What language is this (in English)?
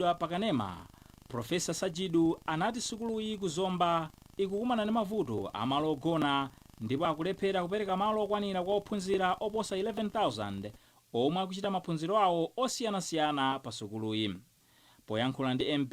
Nyanja